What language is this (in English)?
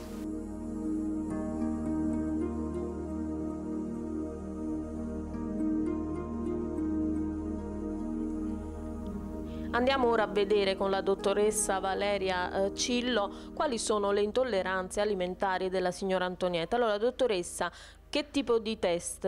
Italian